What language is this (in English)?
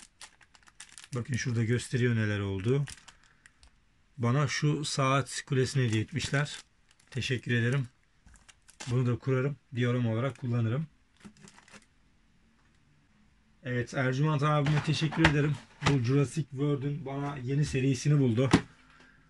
Turkish